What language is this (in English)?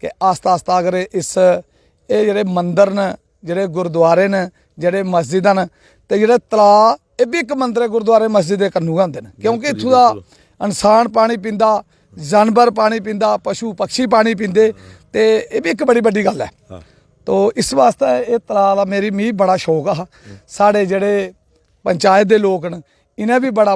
Dogri